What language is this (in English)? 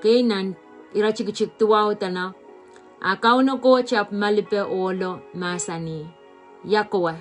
Pohnpeian